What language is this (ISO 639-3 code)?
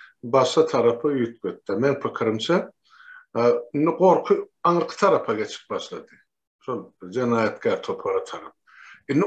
tuk